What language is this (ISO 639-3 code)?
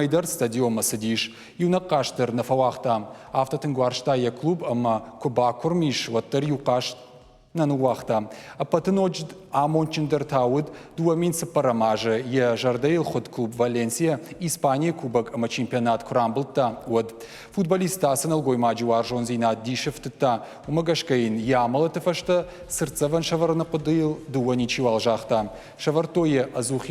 oss